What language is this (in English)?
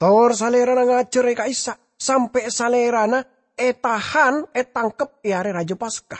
Madurese